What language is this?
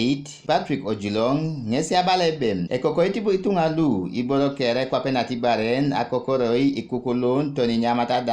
Teso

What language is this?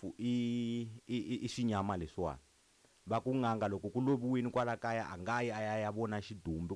Tsonga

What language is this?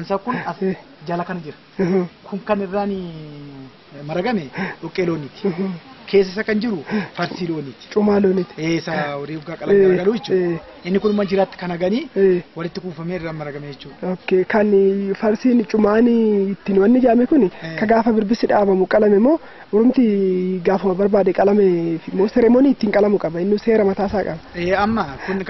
Oromo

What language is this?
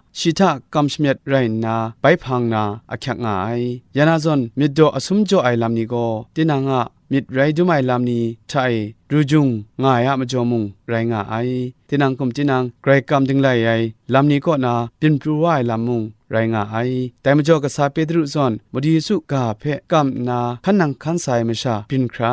Kachin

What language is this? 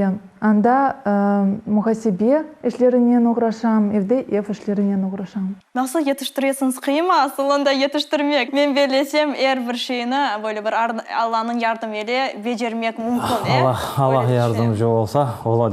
Crimean Tatar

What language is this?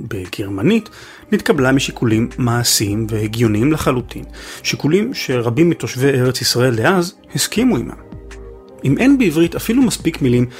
Hebrew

